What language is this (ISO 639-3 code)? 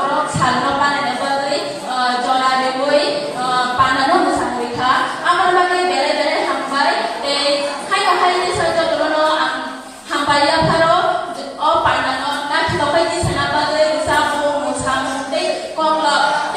trp